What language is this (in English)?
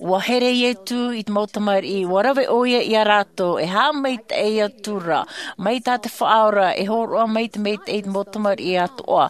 Tahitian